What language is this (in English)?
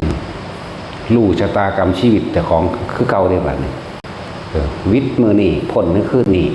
Lao